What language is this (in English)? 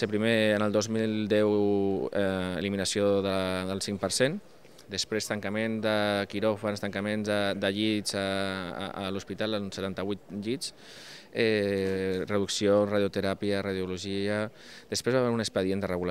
Catalan